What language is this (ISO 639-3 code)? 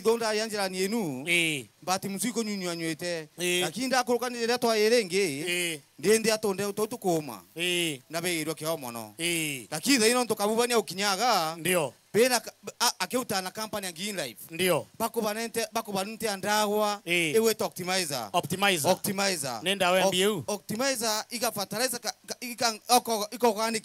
mer